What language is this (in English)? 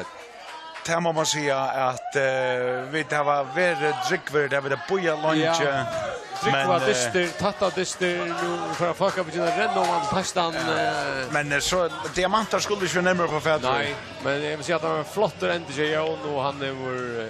Faroese